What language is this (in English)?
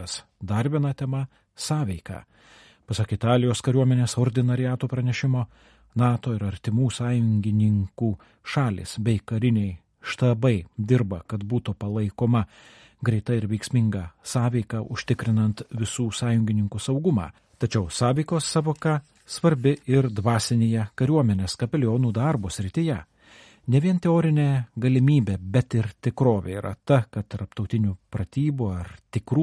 Lithuanian